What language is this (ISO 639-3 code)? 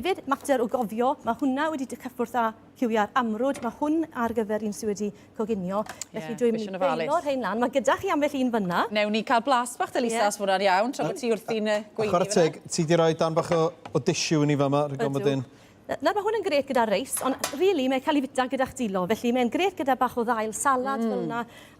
cym